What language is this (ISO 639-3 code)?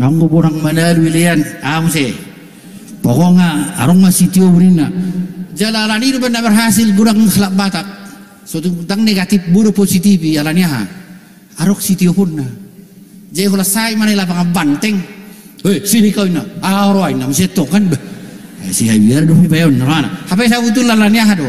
bbc